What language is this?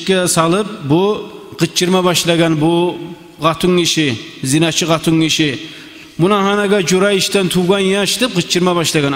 Kumyk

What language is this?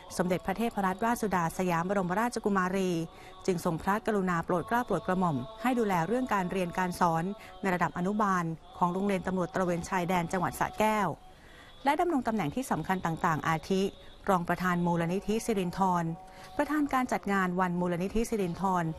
Thai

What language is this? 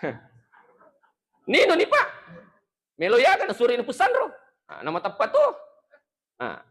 Buginese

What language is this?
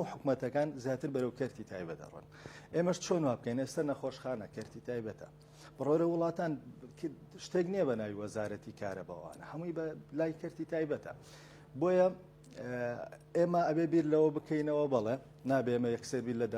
Central Kurdish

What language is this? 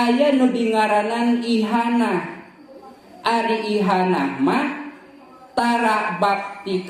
Sundanese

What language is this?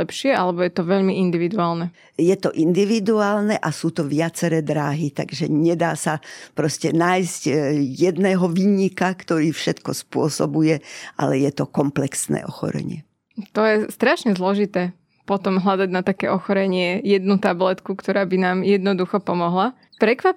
Slovak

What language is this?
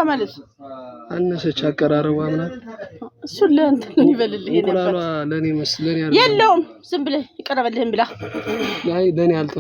Amharic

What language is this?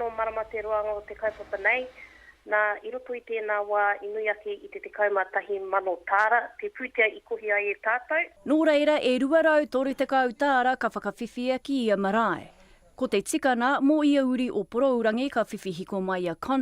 Māori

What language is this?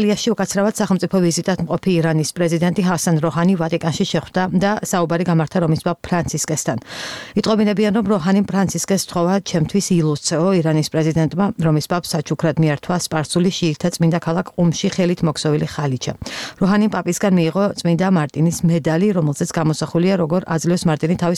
Georgian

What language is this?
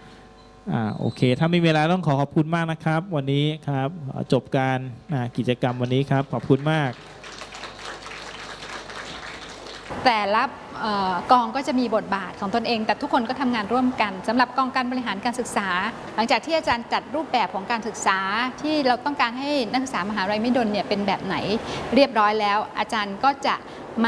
Thai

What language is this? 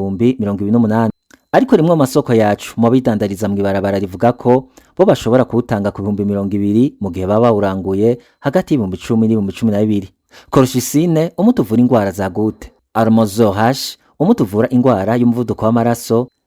Rundi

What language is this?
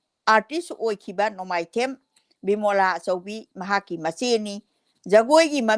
Manipuri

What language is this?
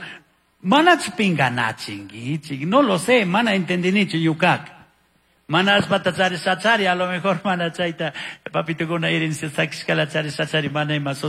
Chimborazo Highland Quichua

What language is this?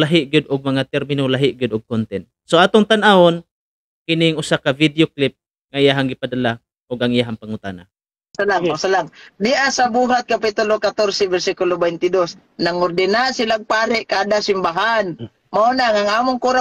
Cebuano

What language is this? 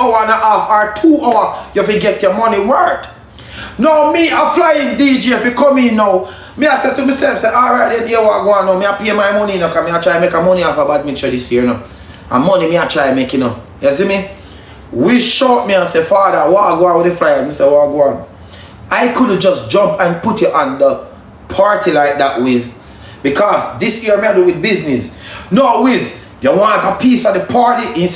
Jamaican Creole English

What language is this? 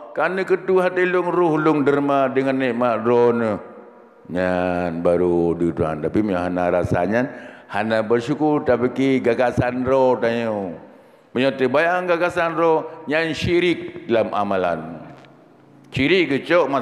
Achinese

